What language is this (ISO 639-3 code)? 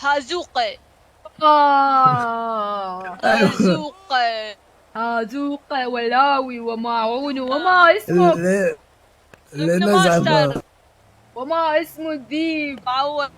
acm